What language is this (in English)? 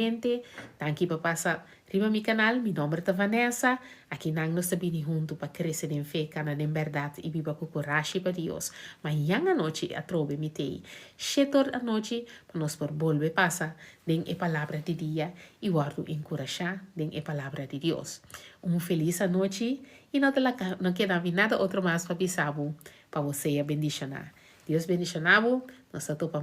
Papiamento